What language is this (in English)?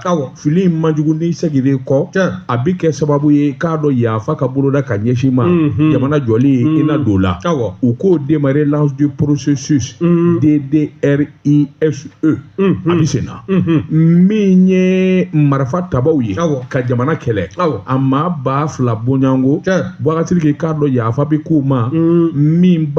Bambara